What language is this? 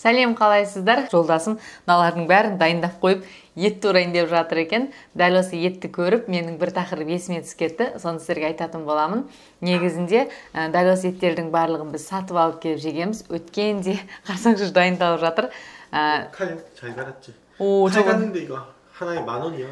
Kazakh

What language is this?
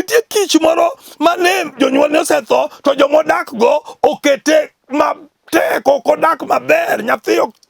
Luo (Kenya and Tanzania)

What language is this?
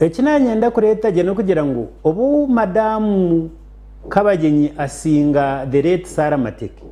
Nyankole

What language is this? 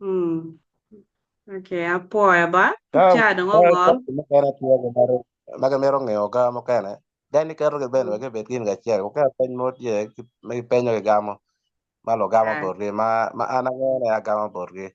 Acoli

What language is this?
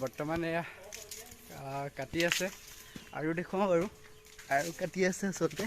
Assamese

